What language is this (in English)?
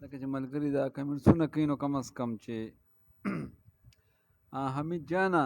Pashto